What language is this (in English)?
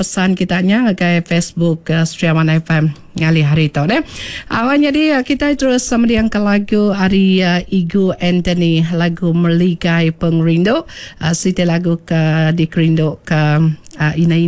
Iban